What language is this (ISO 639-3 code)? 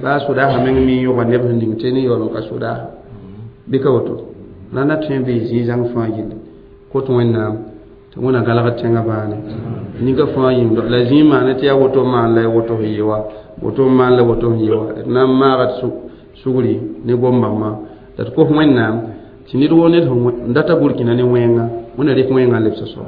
mos